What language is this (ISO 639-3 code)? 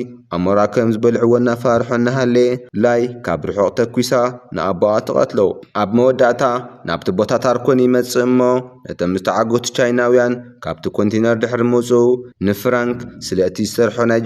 tir